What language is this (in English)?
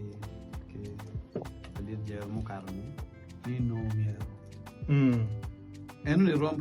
Acoli